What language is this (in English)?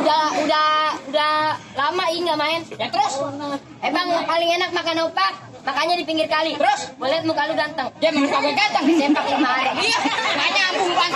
Betawi